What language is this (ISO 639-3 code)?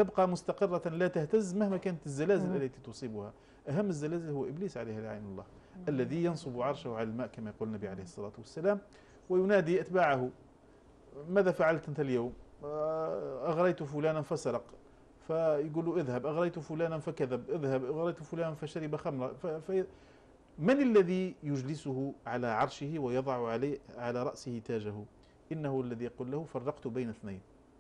ara